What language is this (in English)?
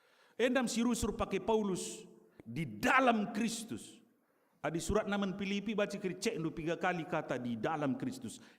Batak Karo